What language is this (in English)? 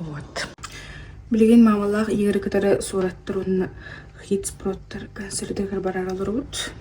Yakut